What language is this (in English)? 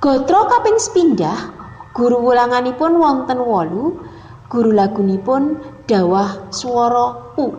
Javanese